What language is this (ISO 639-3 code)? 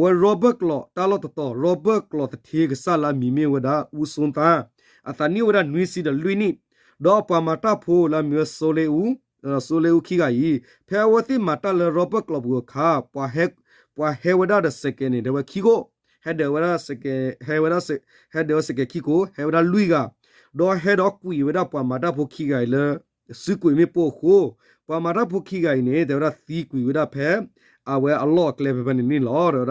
ksw